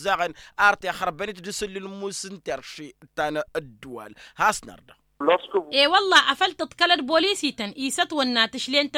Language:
Tamasheq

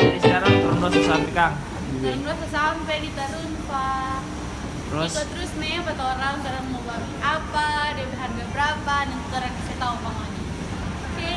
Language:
Manado Malay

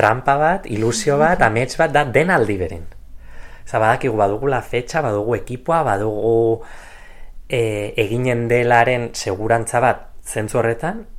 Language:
Basque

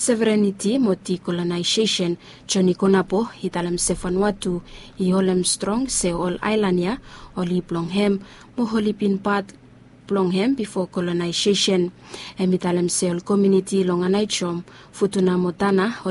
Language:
Bislama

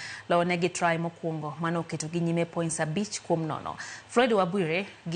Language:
Luo (Kenya and Tanzania)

